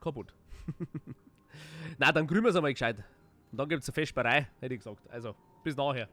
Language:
Bavarian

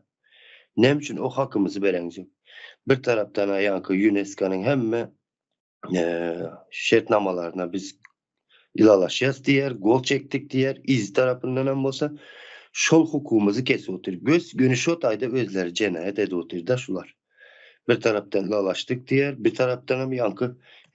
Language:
Turkmen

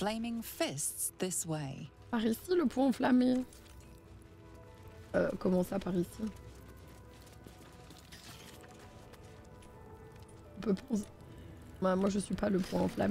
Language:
French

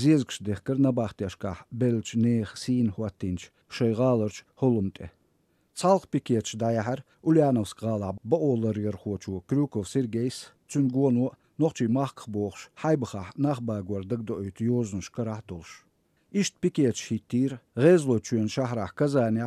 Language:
Chechen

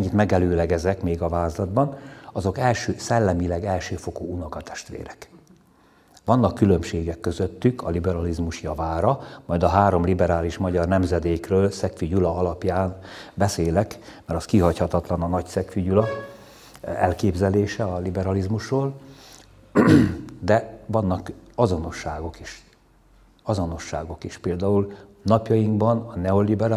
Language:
Hungarian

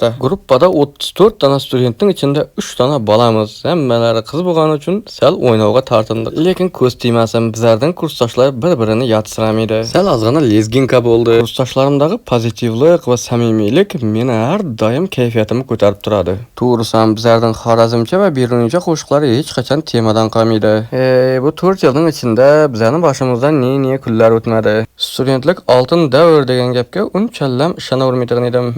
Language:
Uzbek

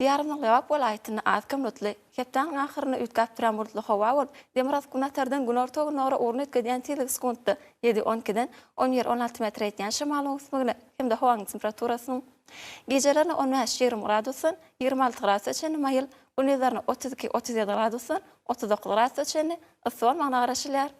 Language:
Turkmen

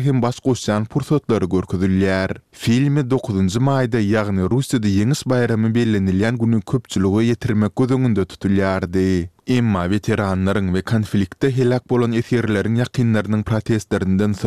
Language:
Turkmen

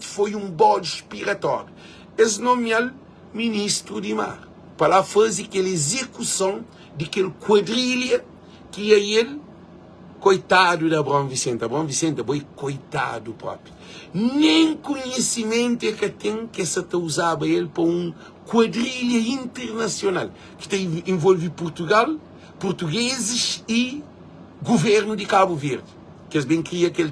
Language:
Kabuverdianu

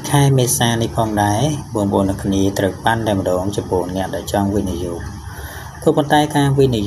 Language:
Khmer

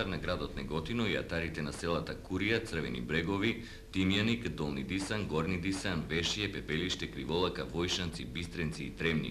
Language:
Macedonian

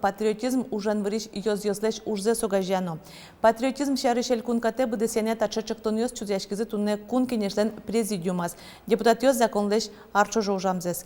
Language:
Udmurt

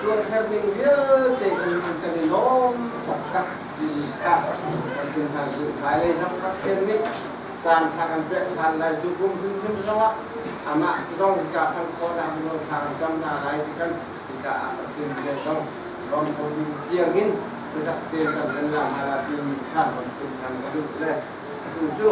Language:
Hakha Chin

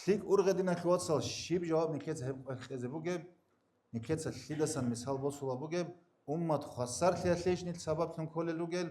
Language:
Avaric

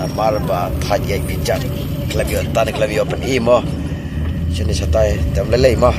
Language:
Khasi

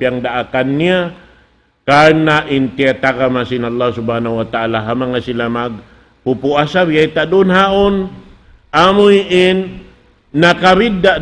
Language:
Tausug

